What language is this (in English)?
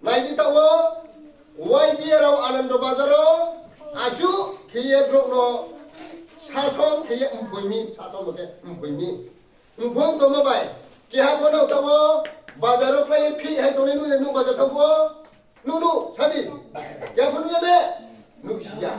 Riang (India)